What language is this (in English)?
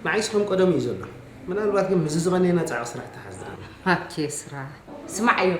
Tigrinya